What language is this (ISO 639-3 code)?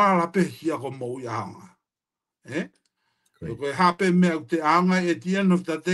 ton